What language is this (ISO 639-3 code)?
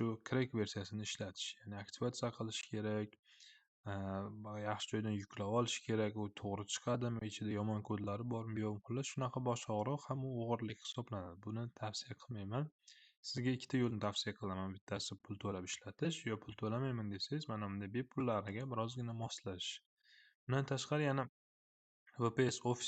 uzb